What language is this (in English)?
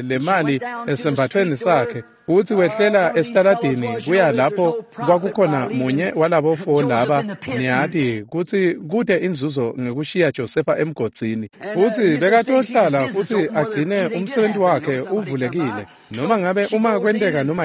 Swati